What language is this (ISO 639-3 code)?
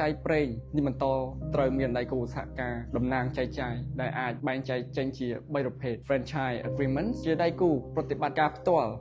khm